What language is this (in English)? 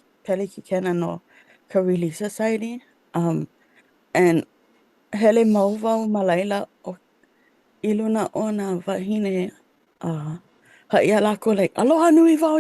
Hawaiian